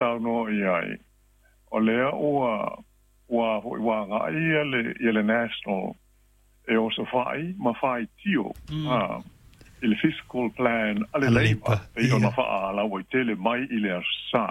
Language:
Samoan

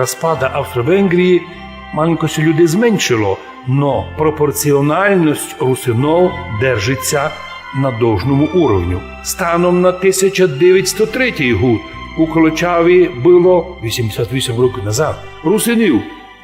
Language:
Rusyn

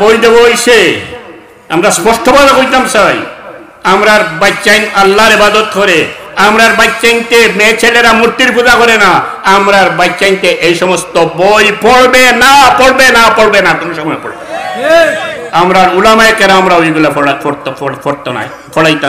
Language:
Sylheti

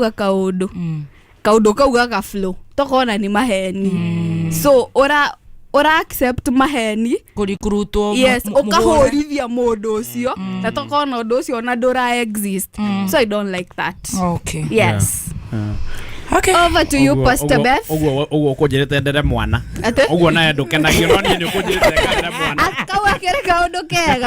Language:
Kikuyu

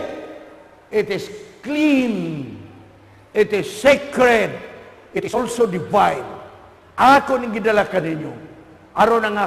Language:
Cebuano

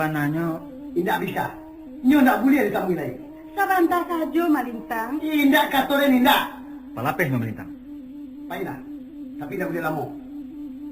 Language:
Minangkabau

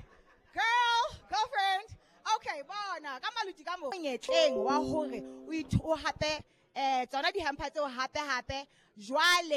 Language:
Southern Sotho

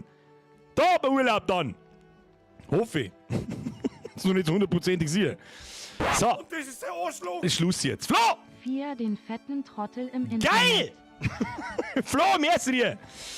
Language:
Bavarian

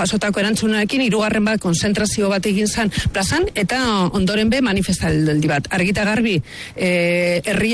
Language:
Basque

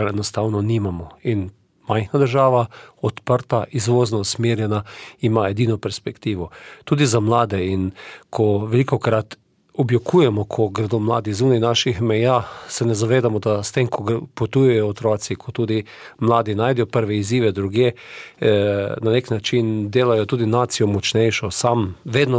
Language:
Slovenian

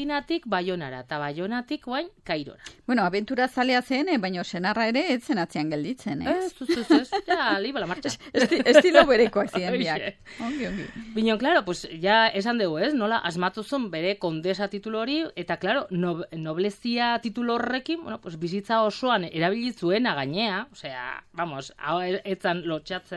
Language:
Basque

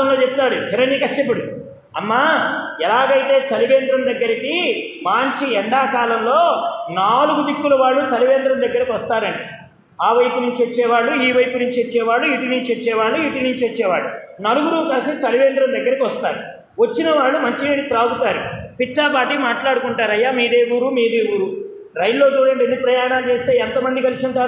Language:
Telugu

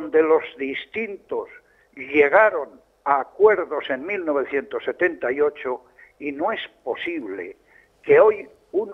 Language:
Spanish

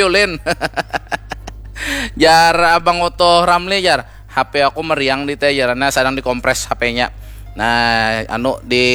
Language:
Banjar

